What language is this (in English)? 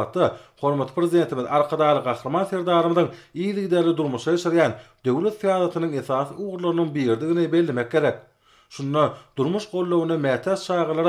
Turkmen